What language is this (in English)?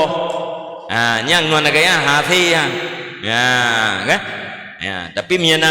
Achinese